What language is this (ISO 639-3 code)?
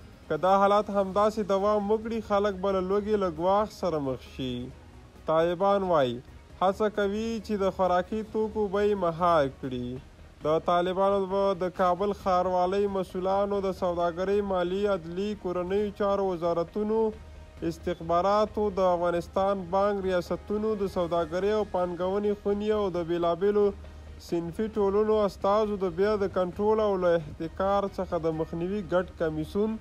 pus